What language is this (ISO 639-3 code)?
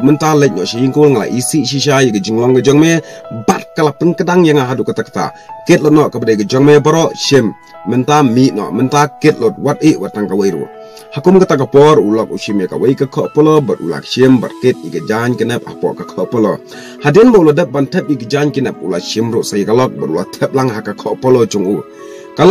kha